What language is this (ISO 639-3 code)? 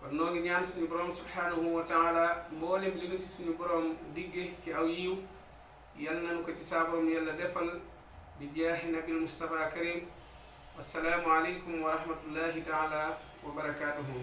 wol